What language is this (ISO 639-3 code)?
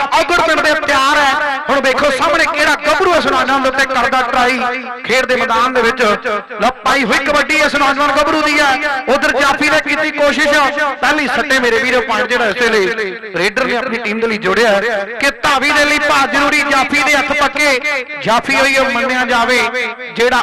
pan